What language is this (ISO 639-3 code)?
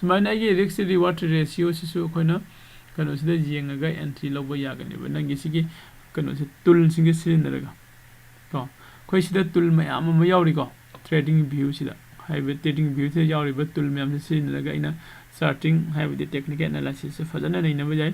mni